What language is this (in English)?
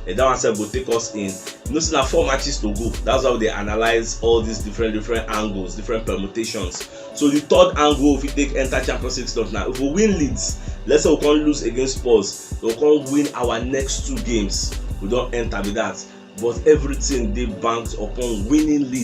Nigerian Pidgin